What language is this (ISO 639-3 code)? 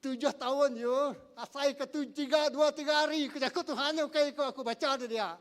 iba